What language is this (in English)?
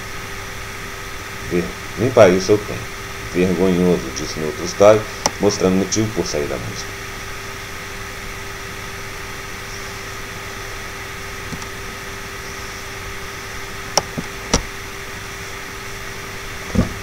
Portuguese